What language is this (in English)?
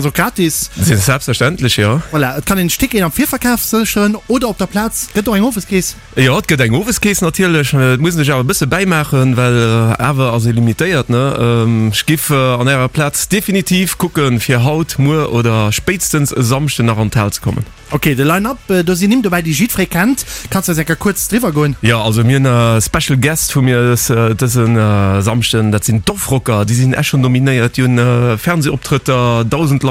Luxembourgish